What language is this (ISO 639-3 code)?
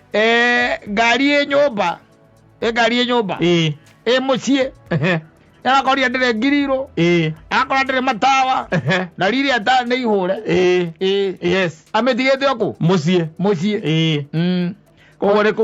kik